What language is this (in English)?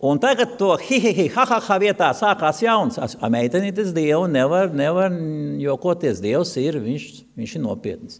Latvian